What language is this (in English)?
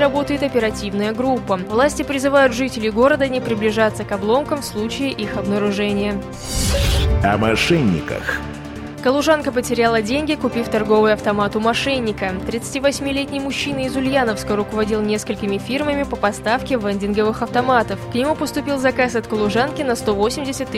Russian